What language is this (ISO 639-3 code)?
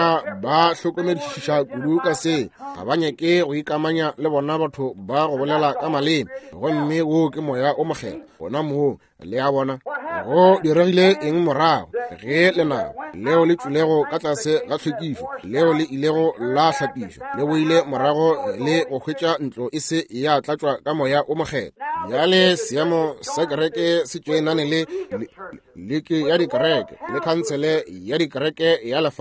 nso